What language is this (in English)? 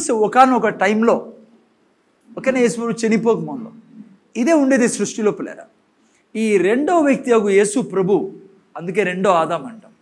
Telugu